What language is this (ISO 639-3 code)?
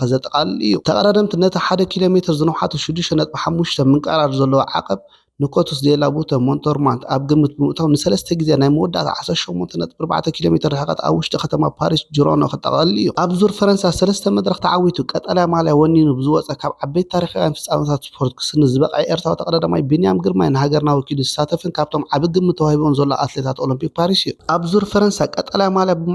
tir